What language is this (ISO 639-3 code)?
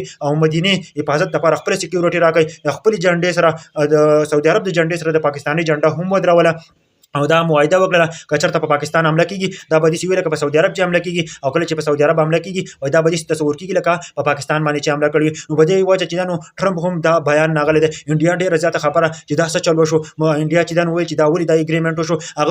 pus